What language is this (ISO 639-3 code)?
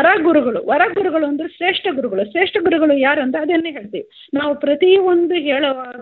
kan